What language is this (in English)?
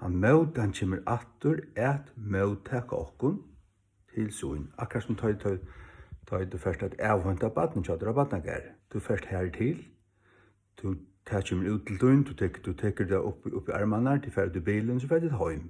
Faroese